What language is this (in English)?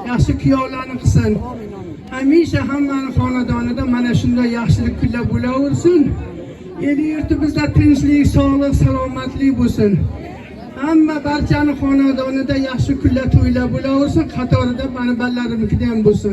Uzbek